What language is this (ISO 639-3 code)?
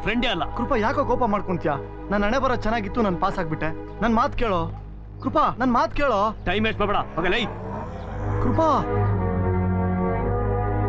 kan